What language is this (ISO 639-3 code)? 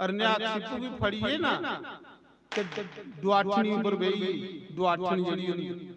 doi